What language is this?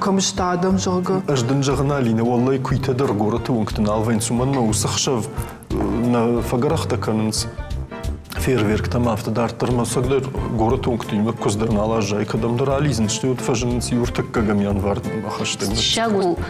Ossetic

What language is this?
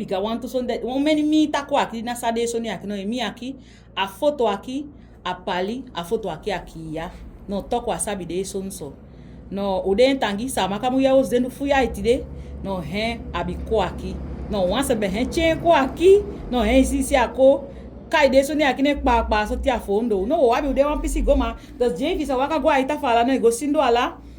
Saramaccan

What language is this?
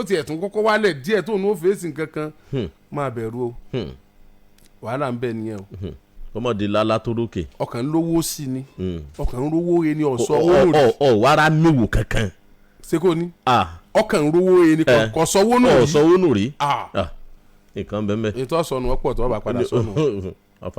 Yoruba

